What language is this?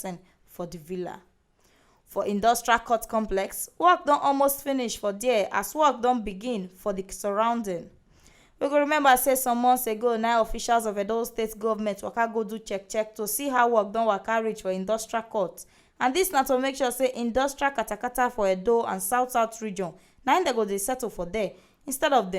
Nigerian Pidgin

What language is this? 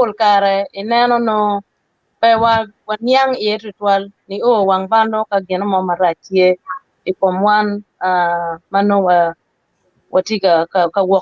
Acoli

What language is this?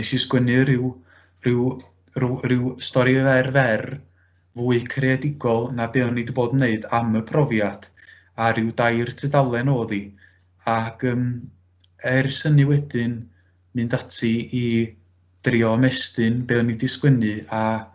Welsh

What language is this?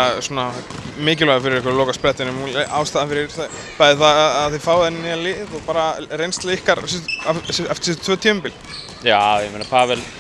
Icelandic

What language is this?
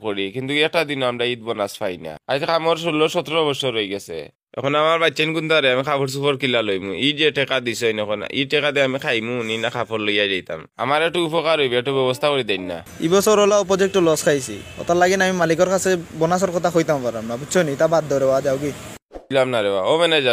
Sylheti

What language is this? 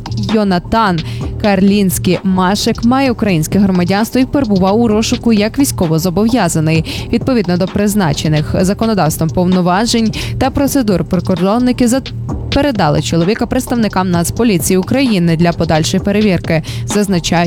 Ukrainian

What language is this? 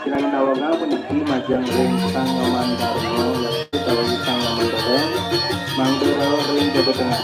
Balinese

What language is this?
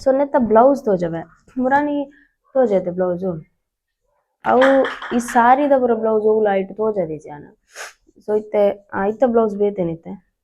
Tulu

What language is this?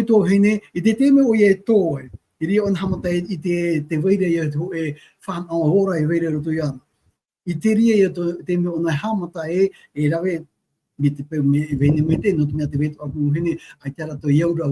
Tahitian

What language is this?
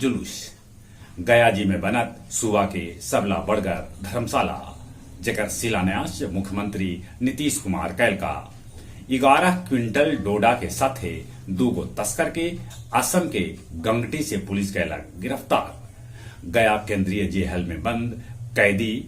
Magahi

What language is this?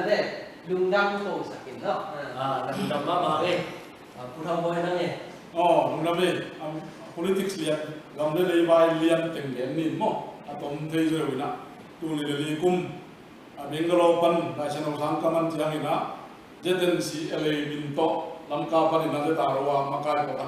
Tedim Chin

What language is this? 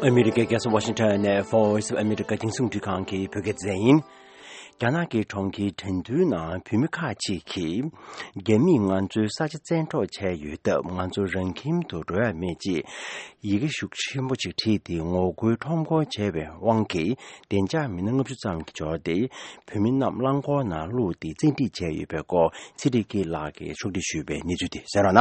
Tibetan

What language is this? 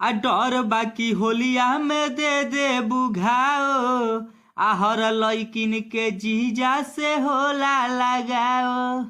Bhojpuri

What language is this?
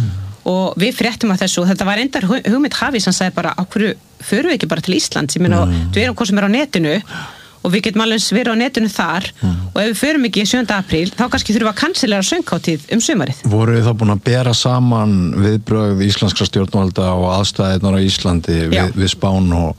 Icelandic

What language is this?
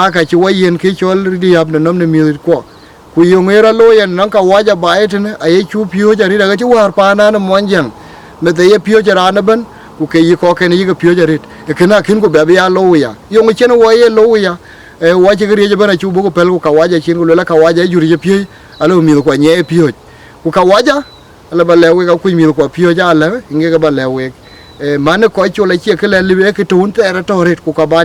Dinka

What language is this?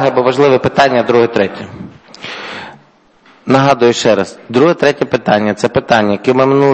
Ukrainian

